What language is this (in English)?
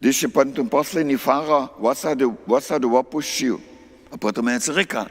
Upper Sorbian